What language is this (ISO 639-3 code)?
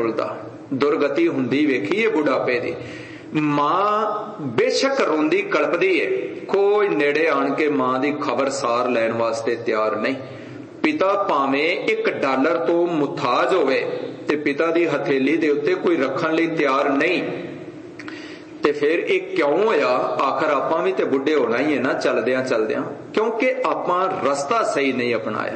pan